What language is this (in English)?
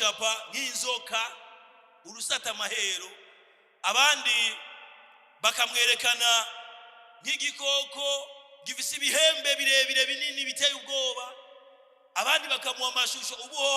Rundi